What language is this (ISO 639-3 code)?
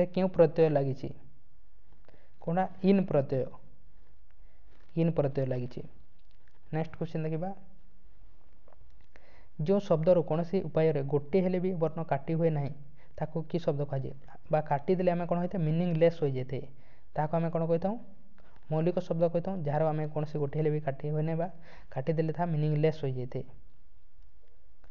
ori